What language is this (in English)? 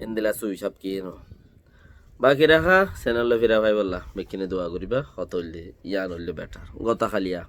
Rohingya